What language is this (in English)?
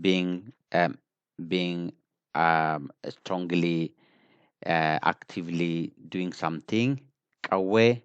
English